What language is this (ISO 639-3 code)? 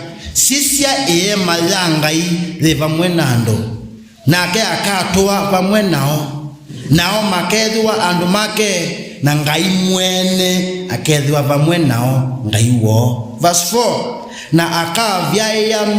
kam